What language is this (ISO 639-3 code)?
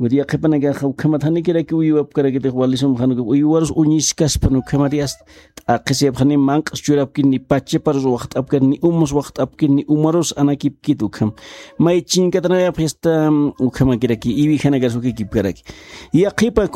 aym